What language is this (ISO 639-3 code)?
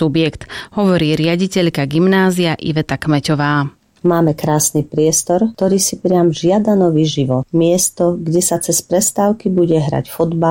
slk